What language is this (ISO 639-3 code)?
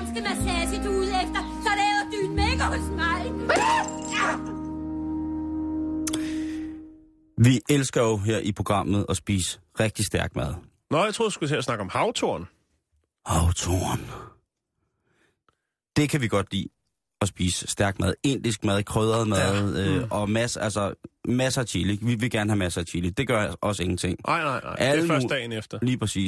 dan